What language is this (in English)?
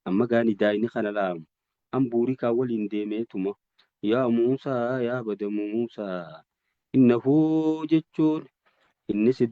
Oromo